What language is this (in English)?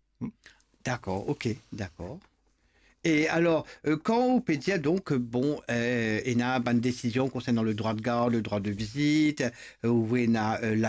Morisyen